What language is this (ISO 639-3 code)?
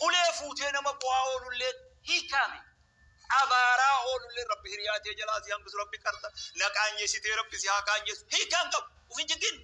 orm